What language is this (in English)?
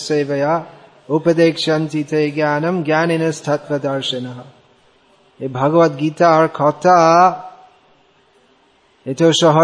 Bangla